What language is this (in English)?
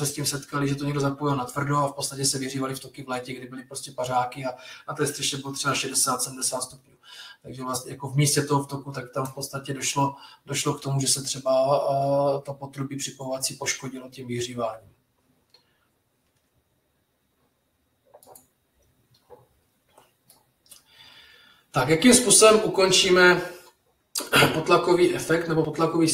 Czech